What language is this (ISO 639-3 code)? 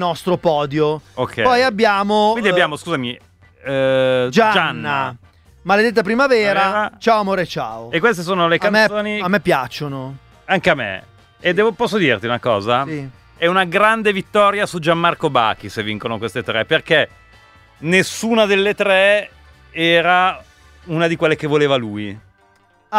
ita